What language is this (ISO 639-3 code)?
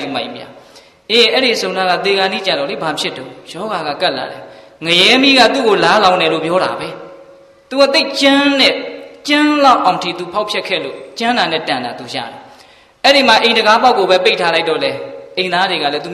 mya